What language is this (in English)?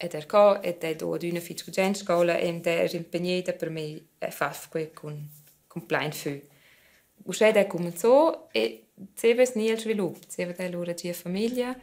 Romansh